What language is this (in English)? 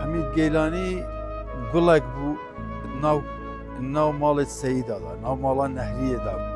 Kurdish